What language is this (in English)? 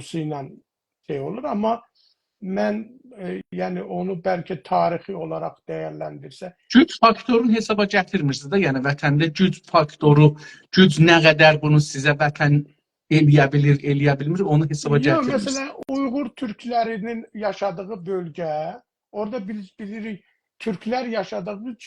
South Azerbaijani